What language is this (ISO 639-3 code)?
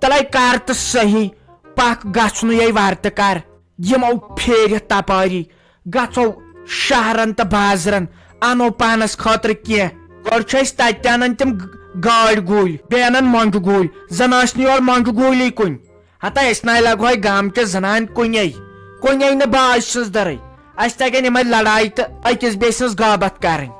kas